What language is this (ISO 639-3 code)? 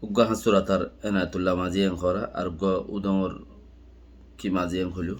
rhg